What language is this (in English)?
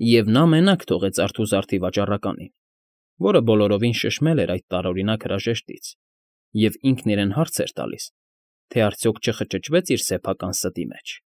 Armenian